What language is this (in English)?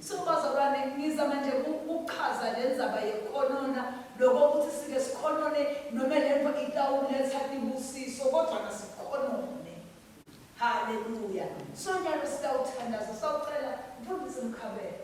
Swati